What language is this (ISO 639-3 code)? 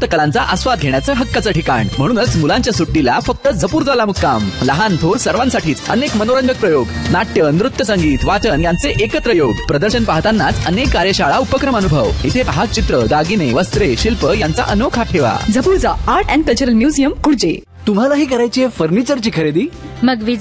mar